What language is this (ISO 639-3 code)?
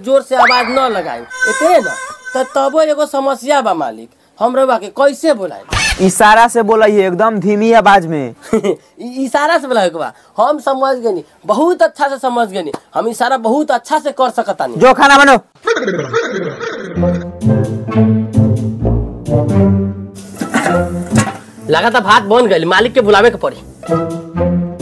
bho